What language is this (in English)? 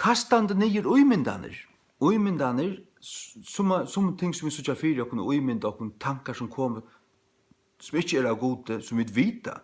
Faroese